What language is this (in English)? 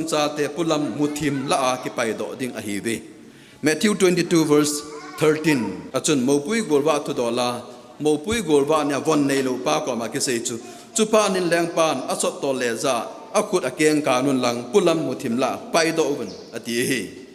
Thado Chin